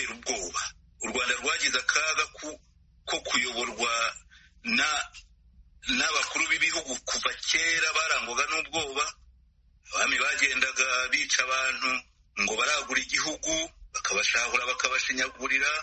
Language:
Kinyarwanda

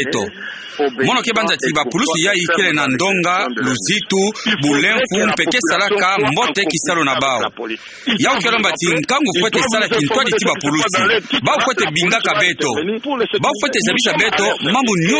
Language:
Kituba (Democratic Republic of Congo)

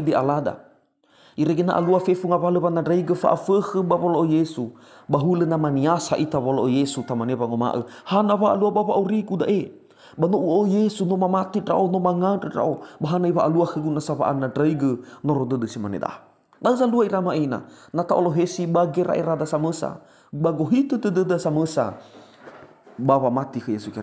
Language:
Nias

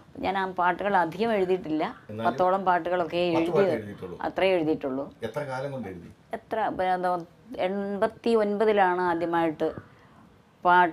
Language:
Malayalam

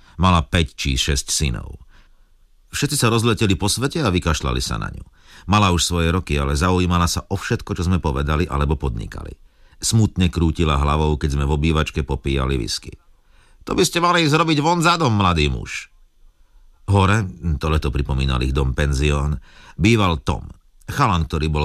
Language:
Slovak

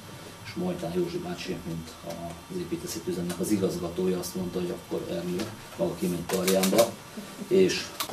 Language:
Hungarian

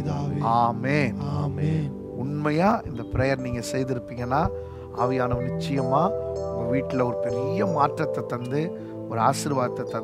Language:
Tamil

